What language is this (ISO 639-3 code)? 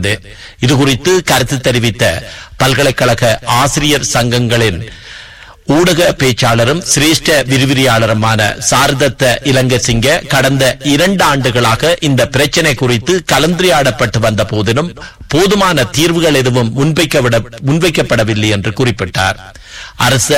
tam